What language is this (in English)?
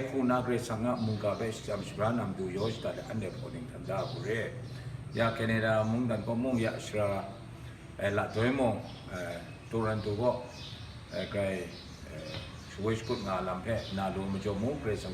Kachin